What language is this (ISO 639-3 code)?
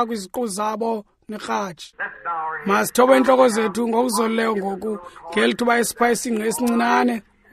xho